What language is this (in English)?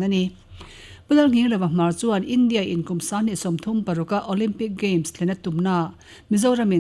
Mizo